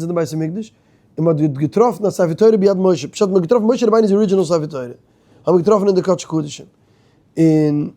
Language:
Yiddish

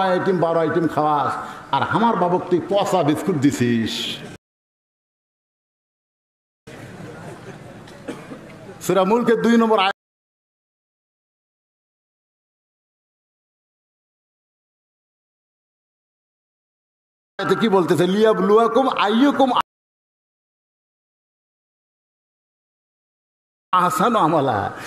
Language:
Bangla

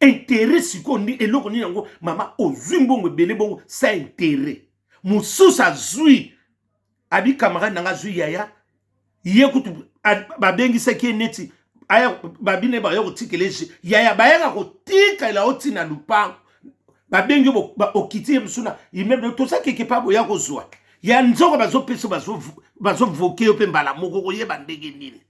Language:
Lingala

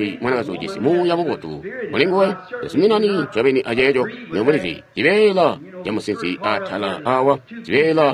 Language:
Tonga (Zambia)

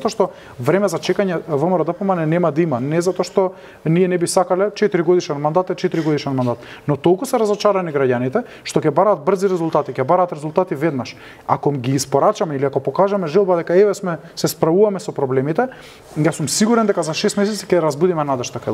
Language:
Macedonian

